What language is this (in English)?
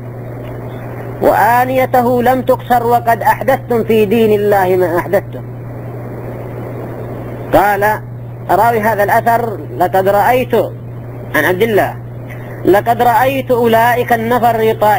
Arabic